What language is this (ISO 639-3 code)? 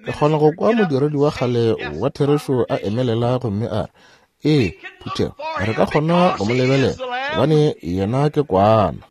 nso